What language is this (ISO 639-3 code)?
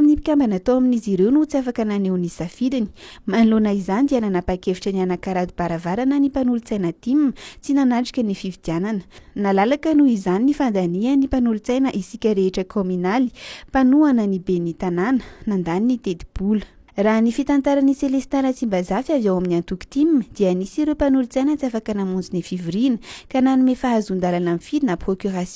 mlg